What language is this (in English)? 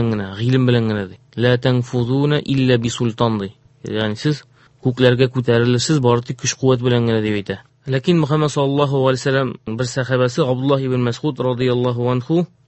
Tatar